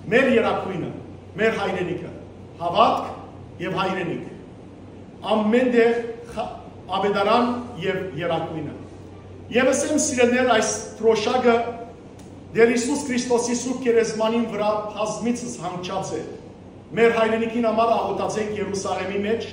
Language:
Western Armenian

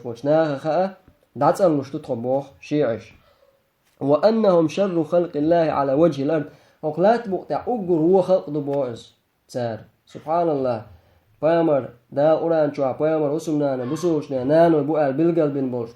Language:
Chechen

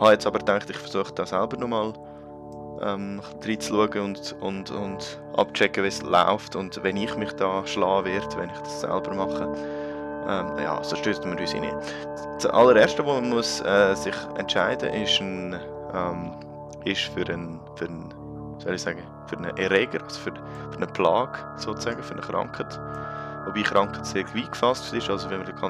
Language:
Swiss German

